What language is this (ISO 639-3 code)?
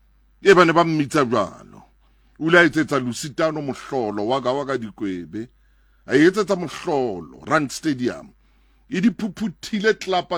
sot